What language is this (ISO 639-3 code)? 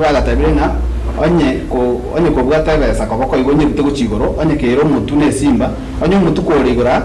guz